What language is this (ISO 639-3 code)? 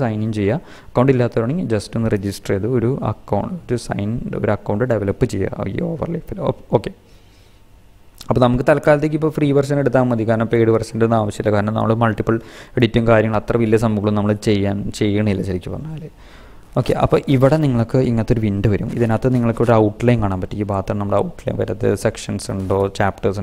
mal